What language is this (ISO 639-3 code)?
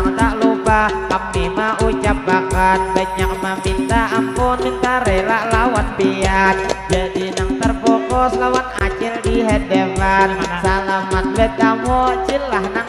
bjn